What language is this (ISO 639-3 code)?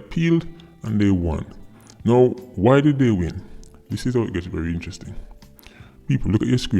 jam